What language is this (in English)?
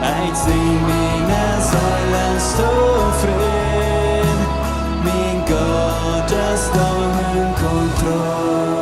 Plautdietsch